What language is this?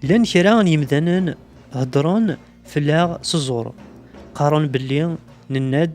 Kabyle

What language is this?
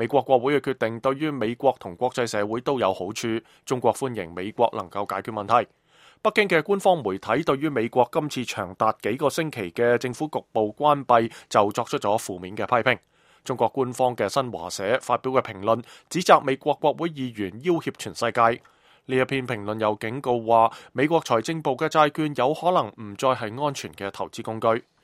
Cantonese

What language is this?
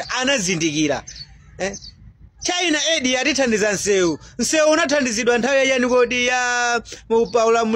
Nyanja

